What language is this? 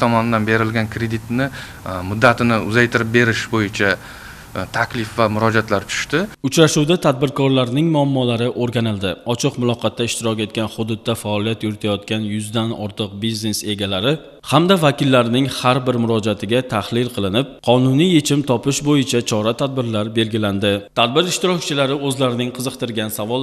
Uzbek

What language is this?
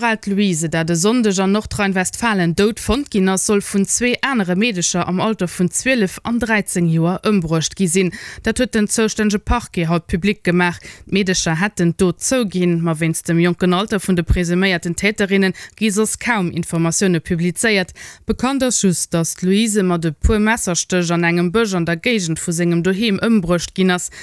Luxembourgish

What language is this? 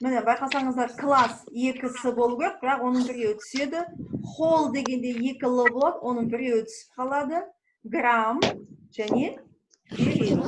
Kazakh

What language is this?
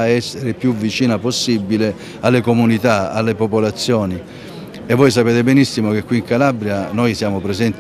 Italian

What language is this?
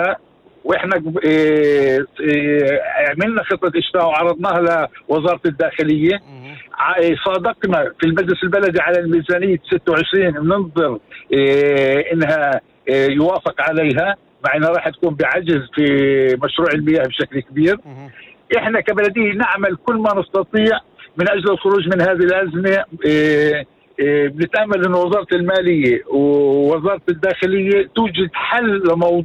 North Levantine Arabic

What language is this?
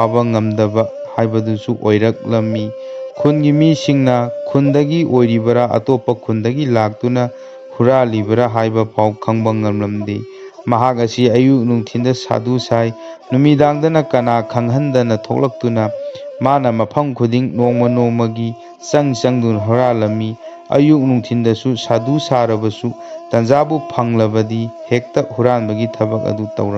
Manipuri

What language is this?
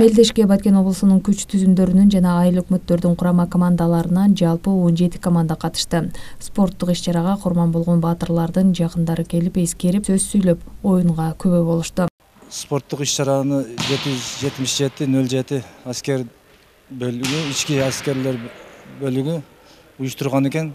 Kyrgyz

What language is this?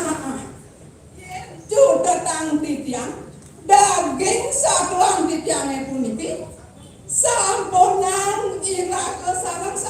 Balinese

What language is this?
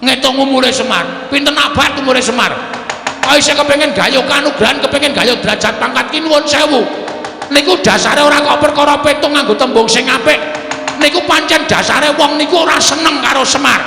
Javanese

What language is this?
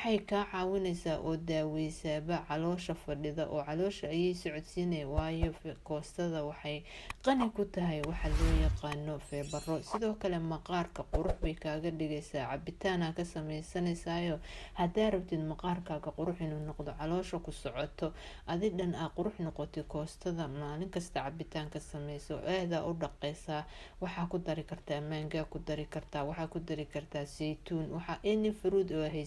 Somali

